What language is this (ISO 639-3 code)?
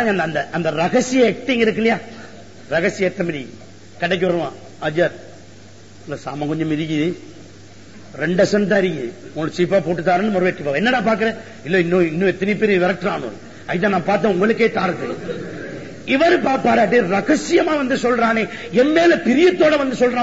tam